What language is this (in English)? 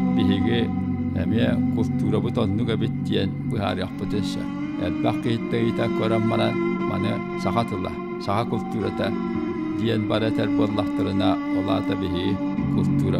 Yakut